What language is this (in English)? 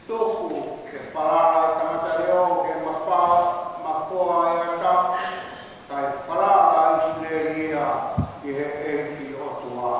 Tongan